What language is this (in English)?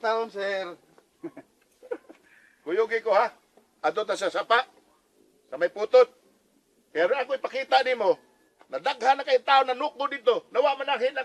Cebuano